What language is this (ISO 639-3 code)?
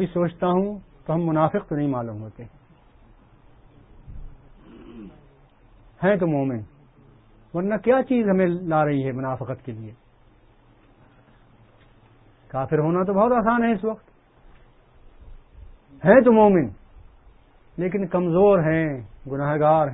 urd